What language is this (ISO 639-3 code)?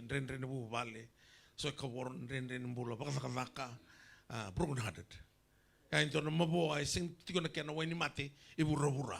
fij